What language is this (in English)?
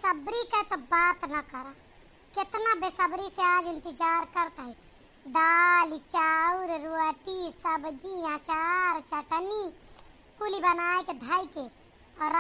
Awadhi